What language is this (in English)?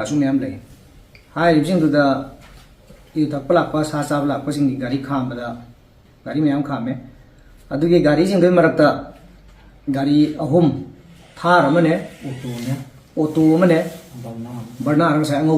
Manipuri